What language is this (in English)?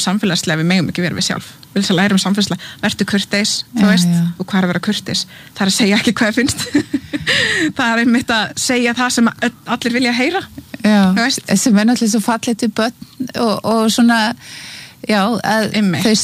Icelandic